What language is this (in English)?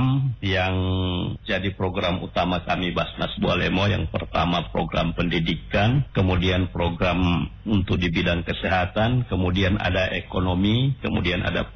Indonesian